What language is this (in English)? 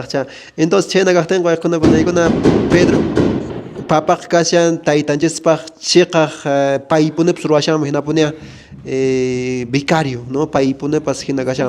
Quechua